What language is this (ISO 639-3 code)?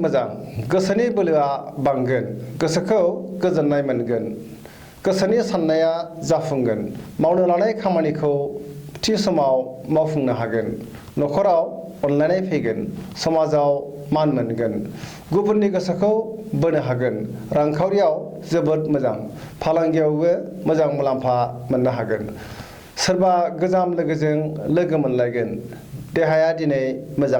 brx